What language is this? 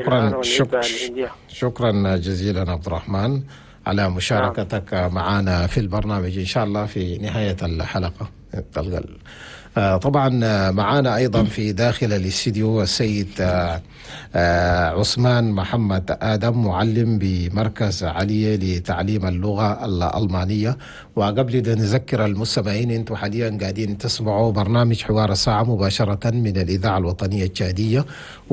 Chadian Arabic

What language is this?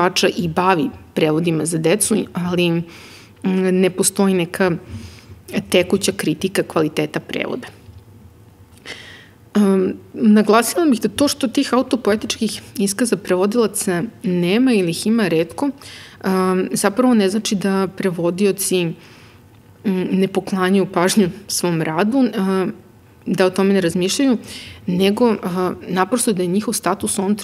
Serbian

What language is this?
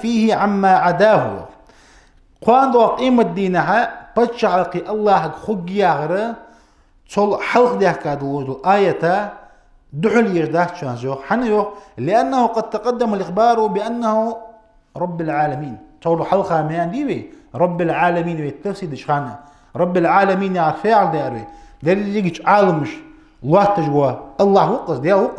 Ingush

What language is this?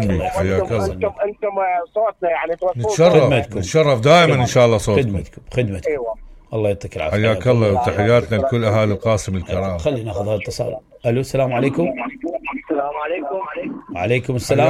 Mesopotamian Arabic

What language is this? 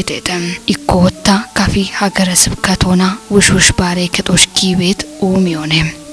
Kafa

